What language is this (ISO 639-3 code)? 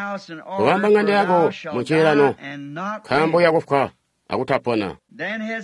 toi